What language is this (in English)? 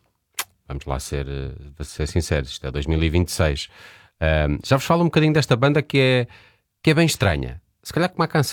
Portuguese